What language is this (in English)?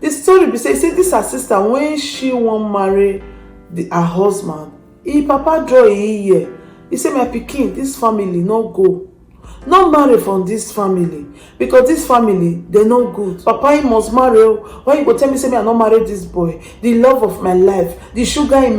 Nigerian Pidgin